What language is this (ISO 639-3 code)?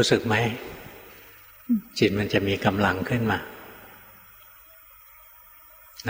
tha